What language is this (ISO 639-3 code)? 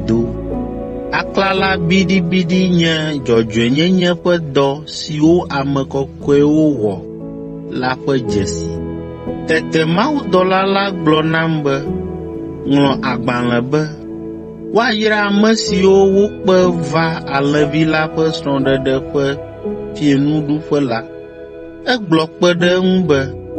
ewe